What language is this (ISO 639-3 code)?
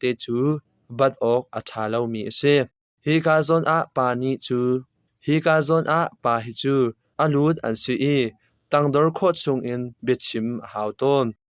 cnh